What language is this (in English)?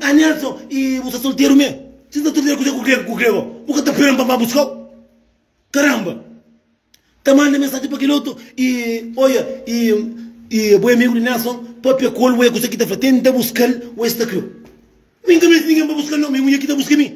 Kabuverdianu